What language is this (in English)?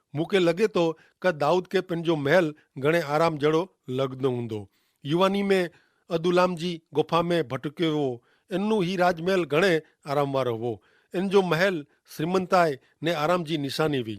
Kachhi